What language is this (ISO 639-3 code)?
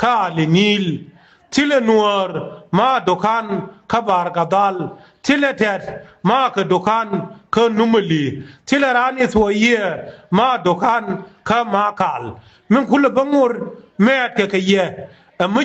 nus